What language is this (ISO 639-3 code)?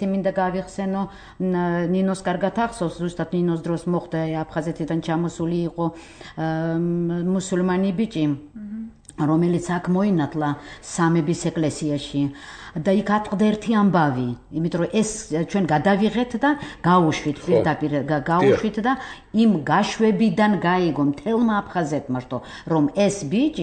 kat